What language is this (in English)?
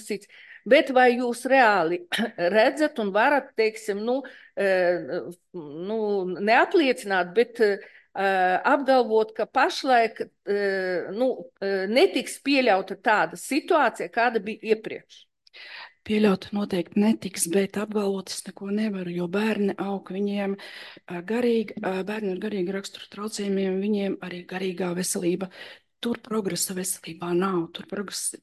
Latvian